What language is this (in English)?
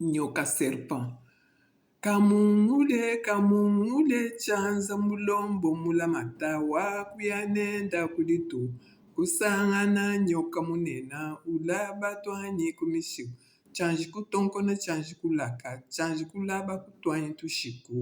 Luba-Lulua